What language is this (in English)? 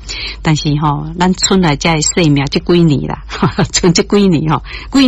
Min Nan Chinese